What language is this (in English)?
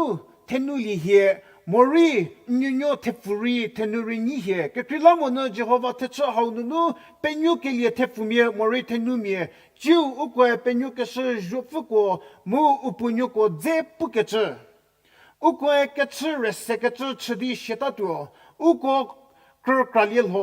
Angami Naga